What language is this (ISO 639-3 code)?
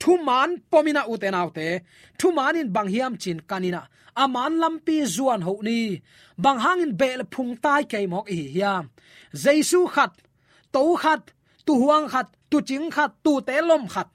ctd